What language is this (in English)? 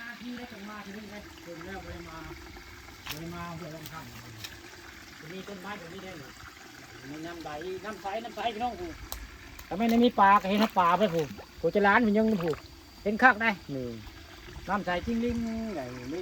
Northeastern Thai